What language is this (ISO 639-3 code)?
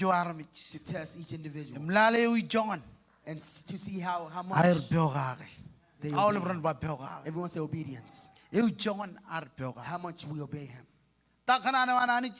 mah